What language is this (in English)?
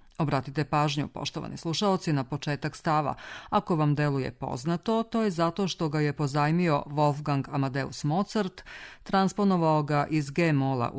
Serbian